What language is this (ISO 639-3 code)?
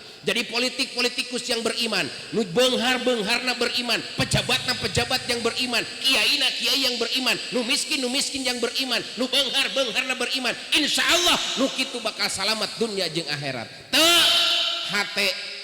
sun